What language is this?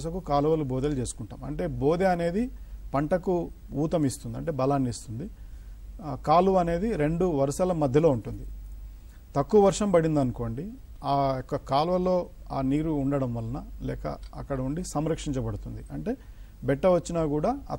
Telugu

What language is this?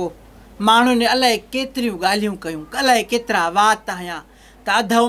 Sindhi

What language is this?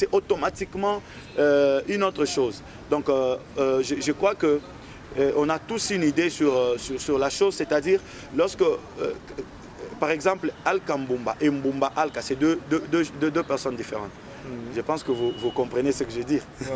French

